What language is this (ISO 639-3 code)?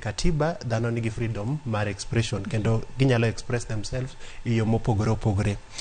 luo